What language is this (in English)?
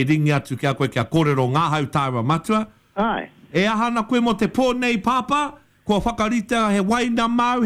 Māori